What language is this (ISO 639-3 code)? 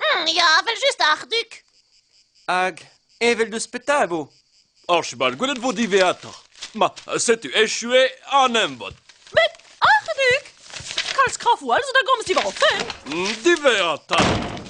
bre